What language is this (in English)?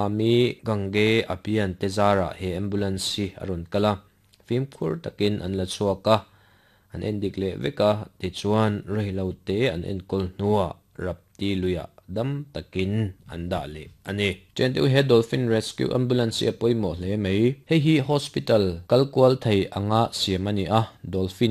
Mizo